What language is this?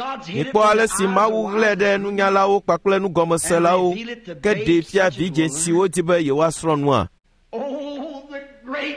Ewe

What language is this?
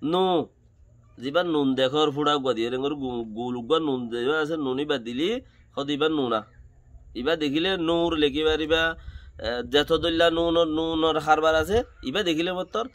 Rohingya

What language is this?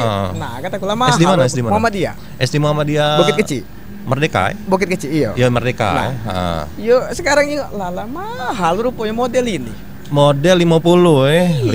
Musi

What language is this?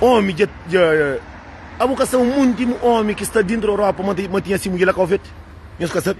Kabuverdianu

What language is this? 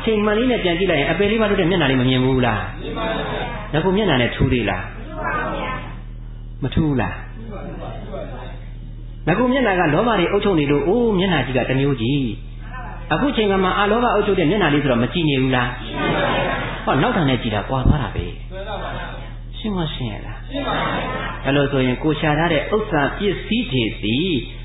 Burmese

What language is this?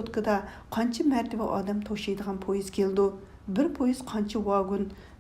Uyghur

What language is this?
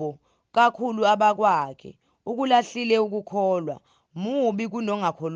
Zulu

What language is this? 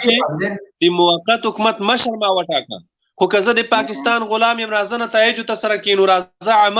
Pashto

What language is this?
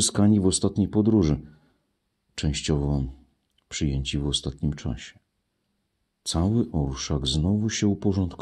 Polish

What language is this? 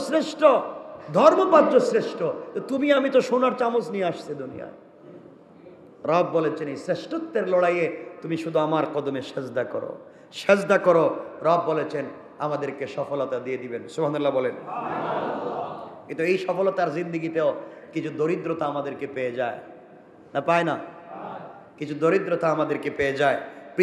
Bangla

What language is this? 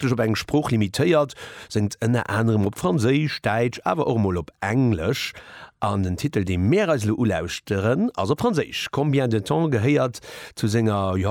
Luxembourgish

